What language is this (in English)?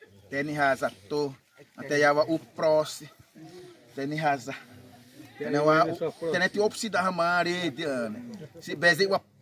Xavánte